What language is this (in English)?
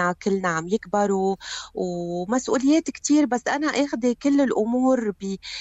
North Levantine Arabic